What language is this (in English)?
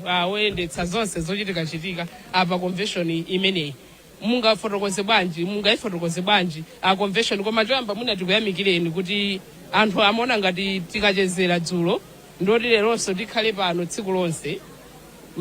Nyanja